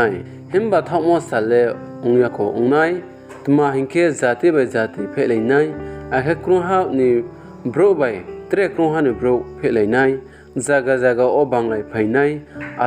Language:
Riang (India)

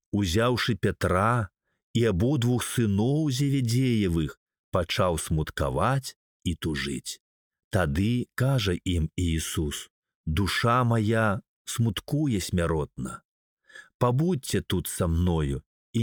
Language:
Belarusian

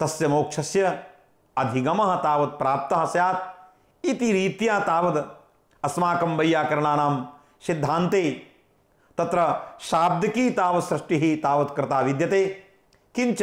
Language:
Sanskrit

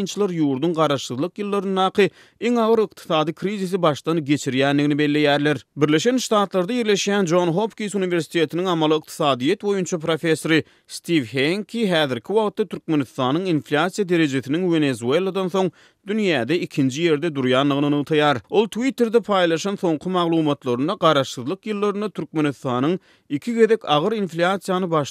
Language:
Turkmen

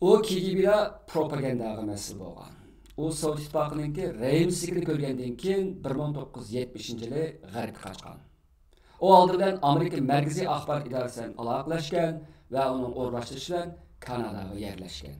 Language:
Uyghur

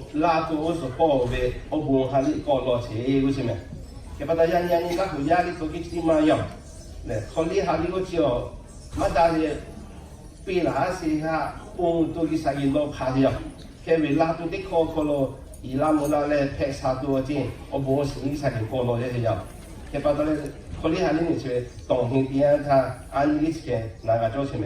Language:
Lahu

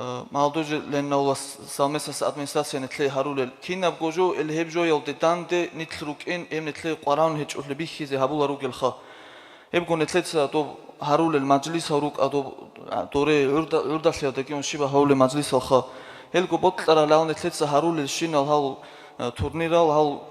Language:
Avaric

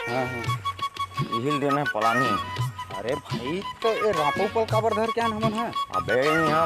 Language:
Chhattisgarhi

